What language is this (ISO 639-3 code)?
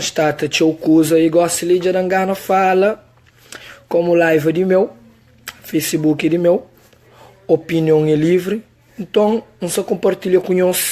kea